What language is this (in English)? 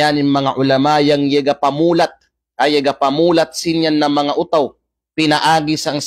Kalagan